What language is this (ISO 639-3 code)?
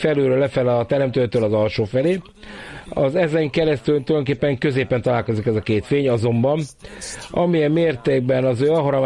hun